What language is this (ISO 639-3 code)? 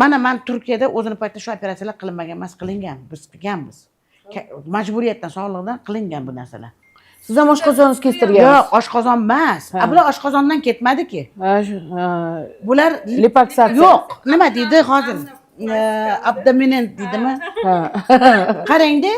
uzb